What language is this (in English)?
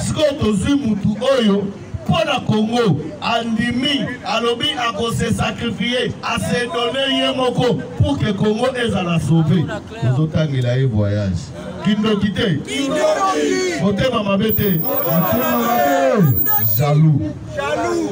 Lingala